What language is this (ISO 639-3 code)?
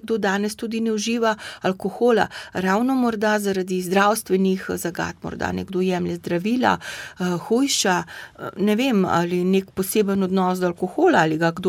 slv